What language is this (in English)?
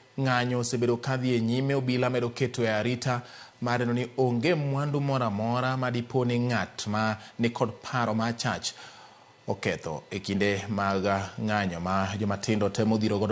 Luo (Kenya and Tanzania)